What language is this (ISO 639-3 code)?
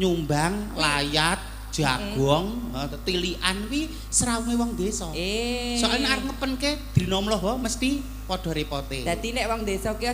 jav